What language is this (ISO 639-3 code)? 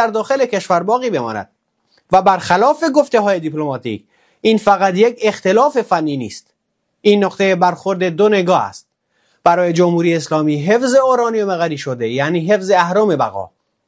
fas